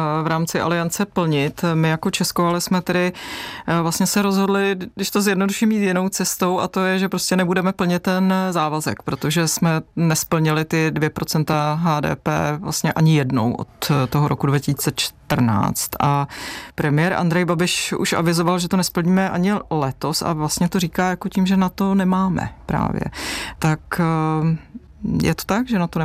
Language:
Czech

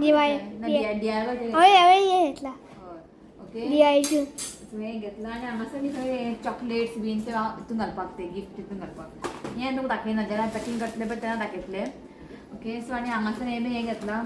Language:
Konkani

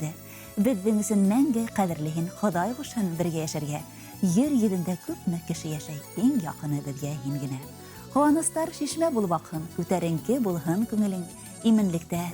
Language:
Bashkir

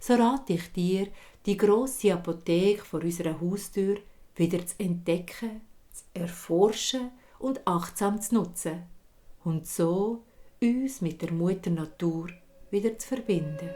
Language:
Swiss German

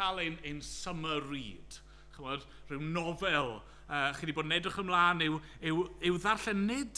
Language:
Welsh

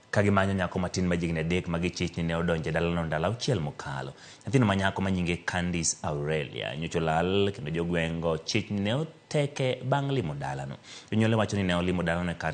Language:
Luo (Kenya and Tanzania)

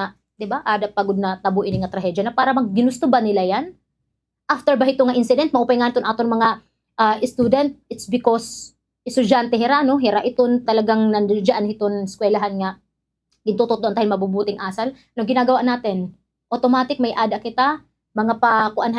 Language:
Waray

